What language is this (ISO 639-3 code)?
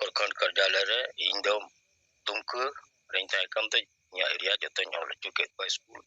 sat